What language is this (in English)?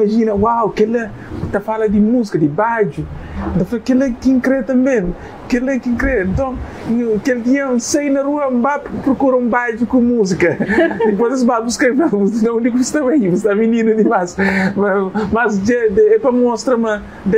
Kabuverdianu